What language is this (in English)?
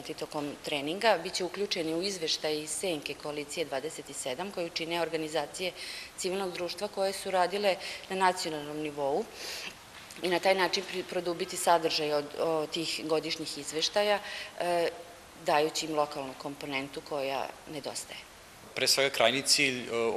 Serbian